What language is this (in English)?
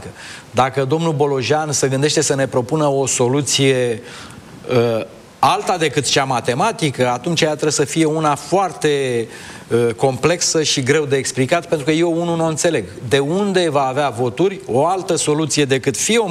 Romanian